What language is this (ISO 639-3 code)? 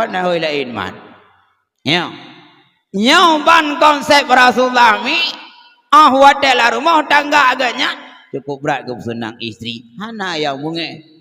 ace